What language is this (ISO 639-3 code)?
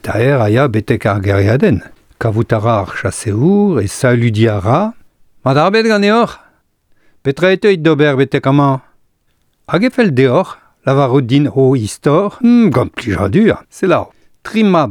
bre